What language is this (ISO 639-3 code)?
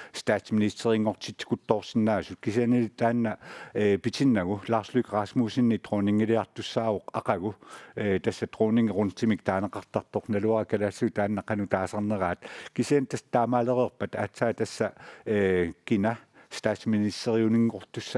kal